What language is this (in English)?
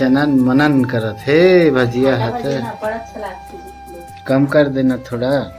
Chhattisgarhi